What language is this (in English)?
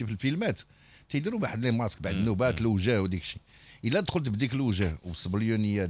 Moroccan Arabic